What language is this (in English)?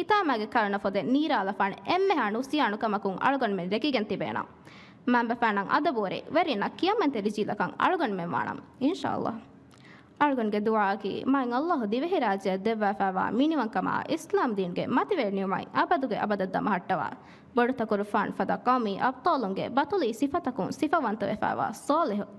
Divehi